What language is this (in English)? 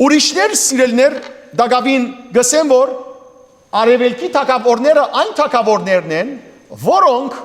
Western Armenian